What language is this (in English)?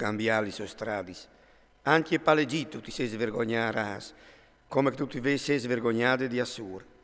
Friulian